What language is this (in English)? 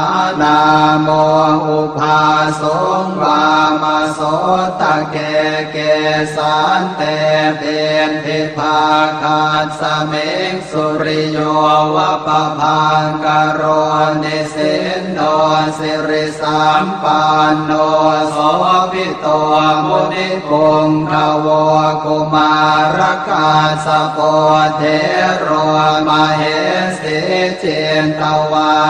Pali